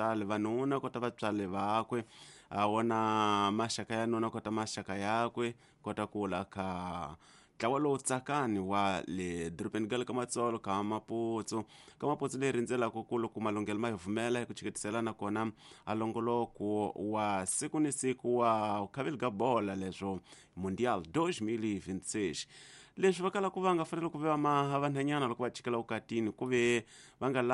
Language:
Tsonga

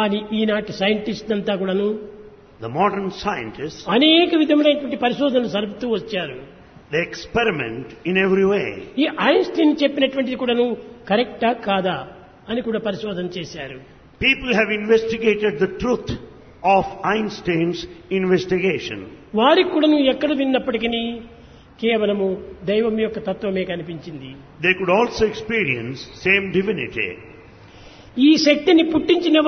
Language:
Telugu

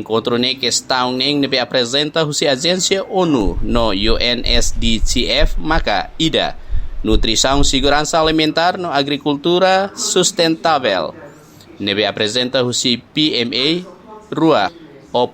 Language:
Tetum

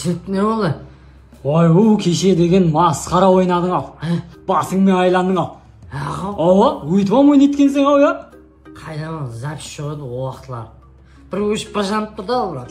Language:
Kara-Kalpak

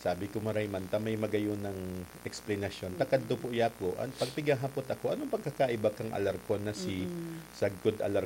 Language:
Bikol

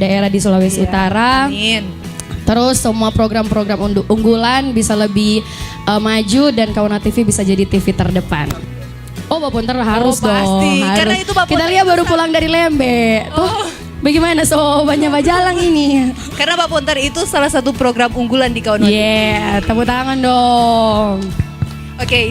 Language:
Manado Malay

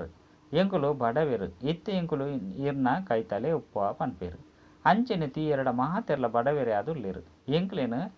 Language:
Tulu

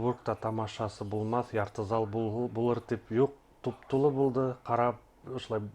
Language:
Bashkir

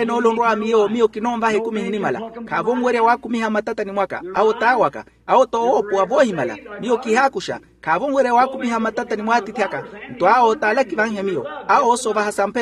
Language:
Makhuwa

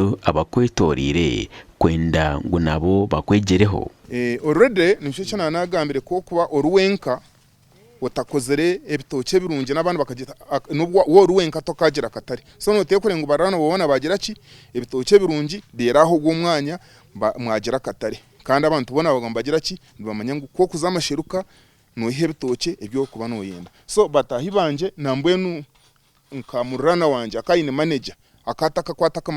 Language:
Nyankole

